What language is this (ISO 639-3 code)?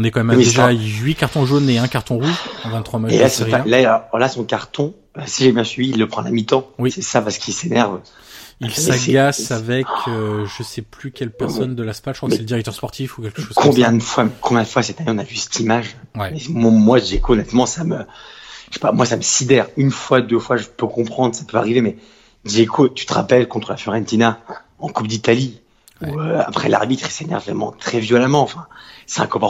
fra